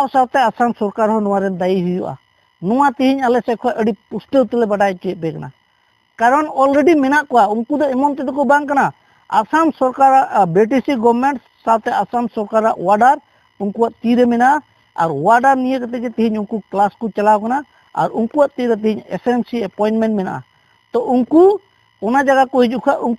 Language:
Santali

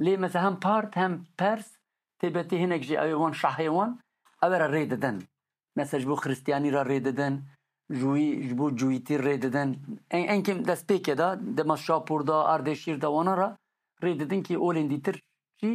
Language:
Kurdish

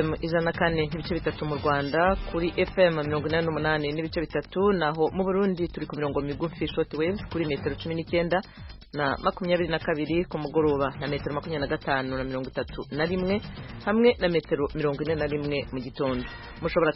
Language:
Kinyarwanda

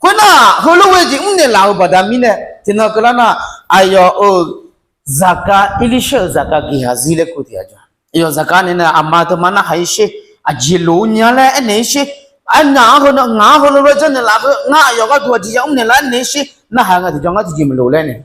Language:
Akha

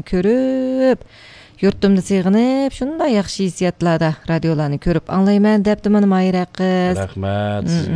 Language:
Uyghur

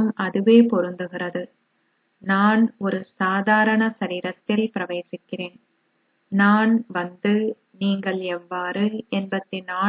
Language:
Tamil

